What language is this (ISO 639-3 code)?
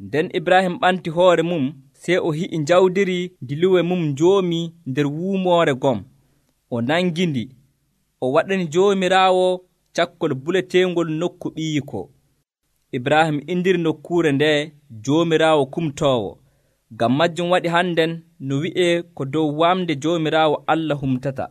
fuv